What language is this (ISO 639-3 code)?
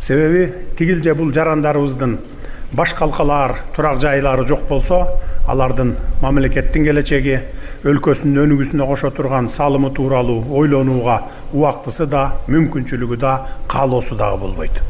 kir